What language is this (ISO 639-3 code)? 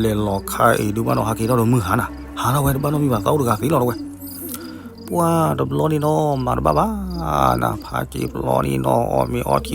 ksw